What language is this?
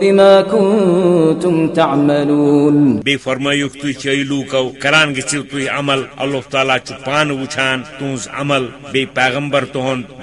Kashmiri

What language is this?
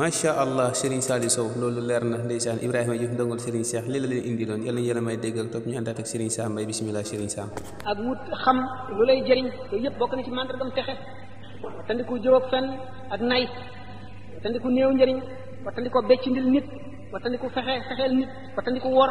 Wolof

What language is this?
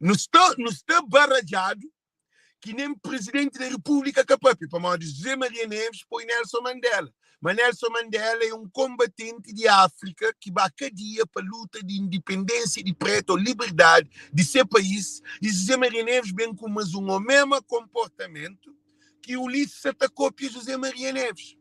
Kabuverdianu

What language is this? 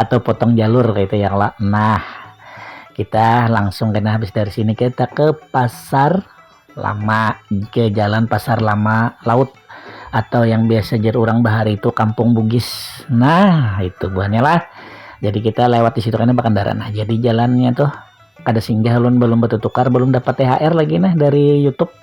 Banjar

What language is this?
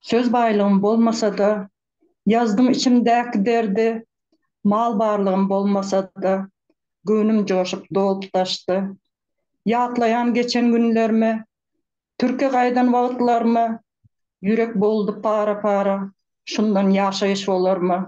Turkmen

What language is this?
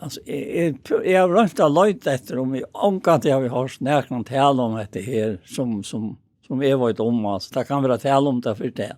Faroese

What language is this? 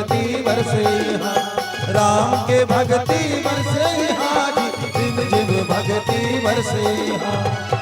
Chhattisgarhi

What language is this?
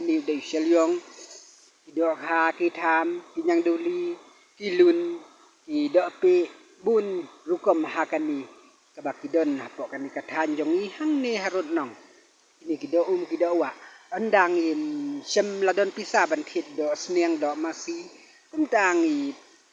Khasi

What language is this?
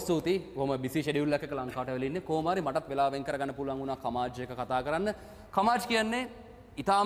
Sinhala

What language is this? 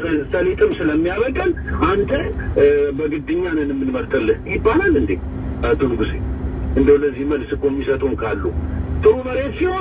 Amharic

